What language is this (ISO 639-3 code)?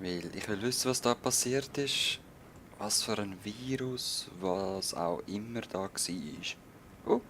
gsw